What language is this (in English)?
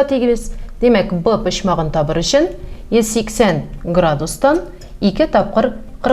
Tatar